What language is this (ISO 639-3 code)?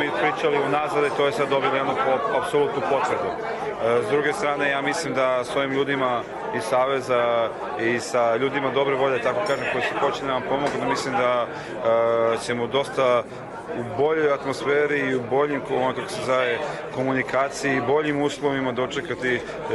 srp